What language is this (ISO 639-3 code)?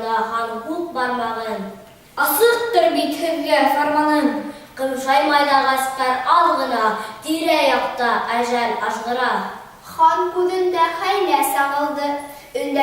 bak